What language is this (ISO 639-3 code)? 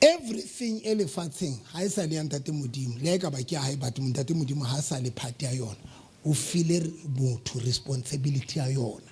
sot